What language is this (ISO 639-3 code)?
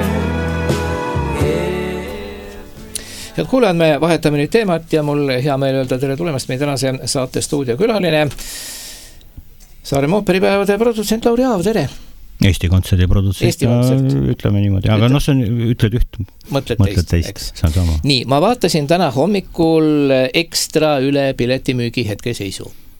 est